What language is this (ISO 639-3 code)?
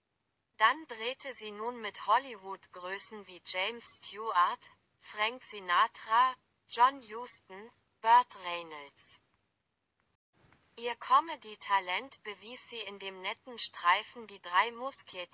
deu